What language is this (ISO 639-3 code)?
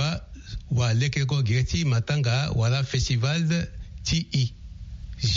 sag